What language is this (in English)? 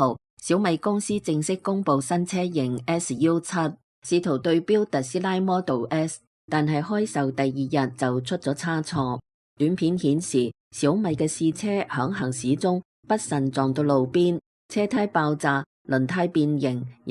Cantonese